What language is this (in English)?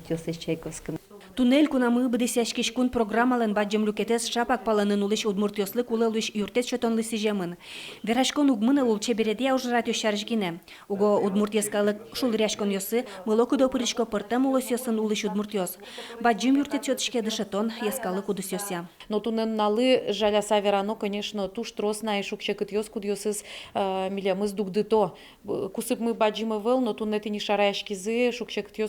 Udmurt